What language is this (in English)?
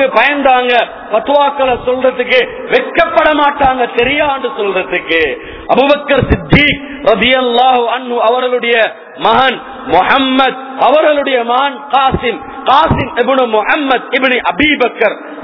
Tamil